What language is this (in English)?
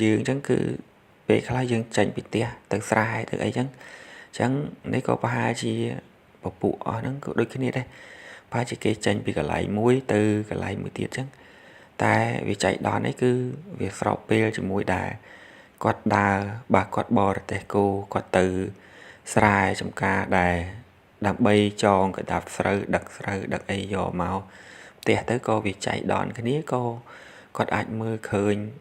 Khmer